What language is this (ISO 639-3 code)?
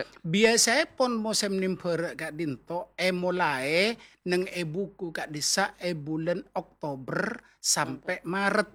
mad